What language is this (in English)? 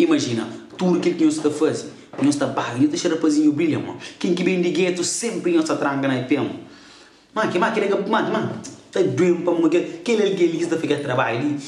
Kabuverdianu